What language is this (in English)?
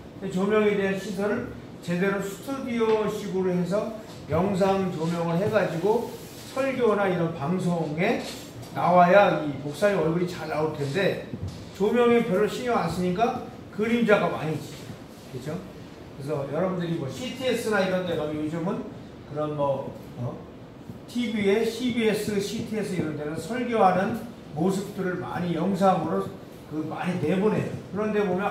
Korean